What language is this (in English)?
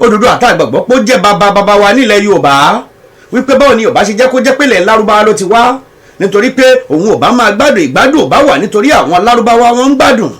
Yoruba